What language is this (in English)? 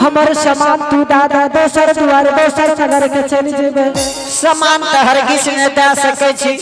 Angika